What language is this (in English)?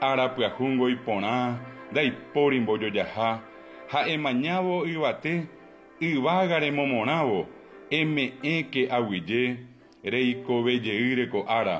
Guarani